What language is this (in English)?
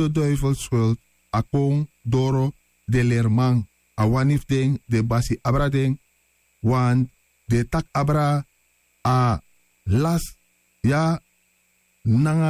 Sranan Tongo